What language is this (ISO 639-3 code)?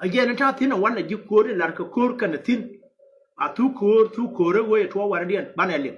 nus